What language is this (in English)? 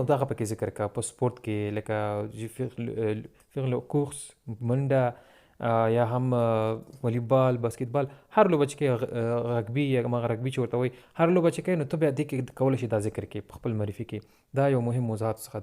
Pashto